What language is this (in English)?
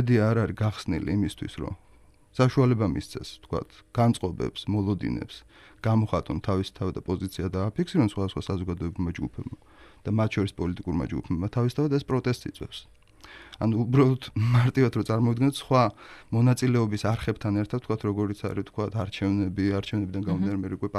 Georgian